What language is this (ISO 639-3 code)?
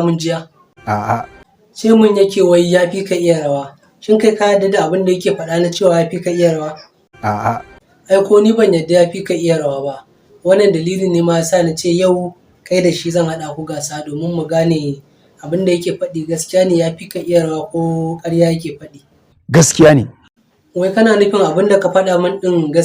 hau